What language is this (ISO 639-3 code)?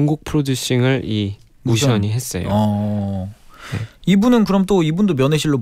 kor